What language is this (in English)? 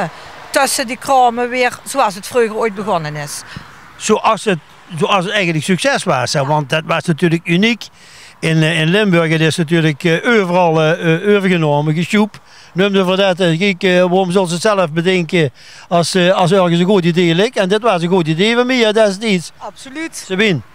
Limburgish